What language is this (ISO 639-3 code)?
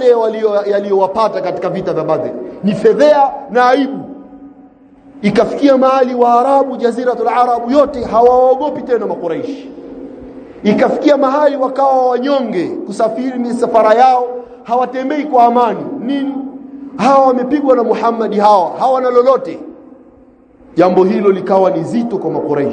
swa